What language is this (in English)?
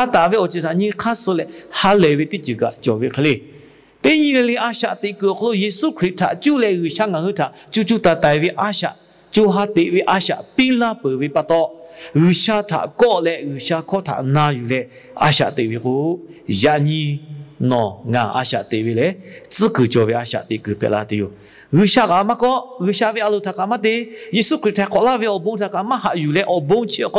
Lahu